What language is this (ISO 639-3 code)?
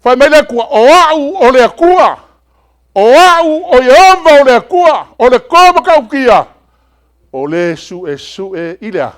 smo